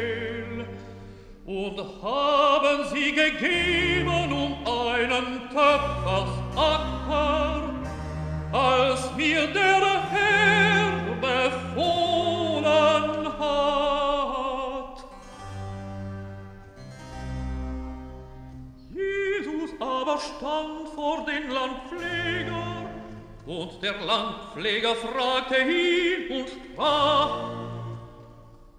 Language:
German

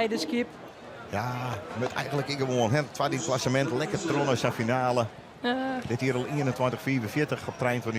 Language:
Western Frisian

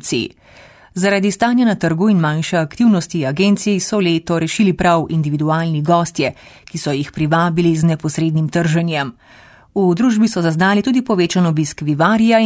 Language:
Slovenian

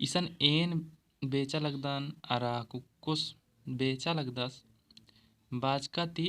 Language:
Kurukh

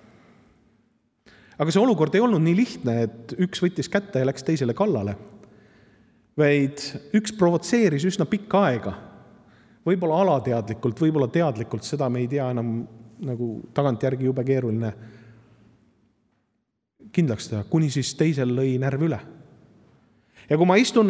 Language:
Estonian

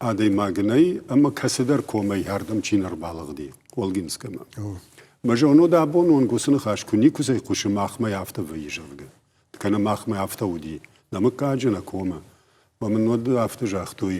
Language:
Ossetic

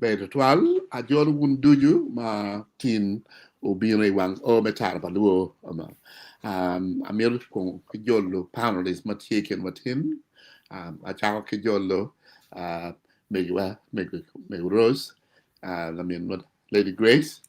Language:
Acoli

